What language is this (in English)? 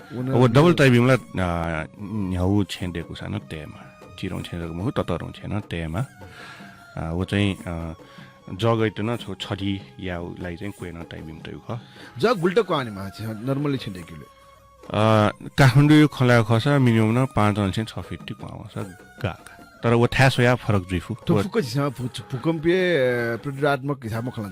Newari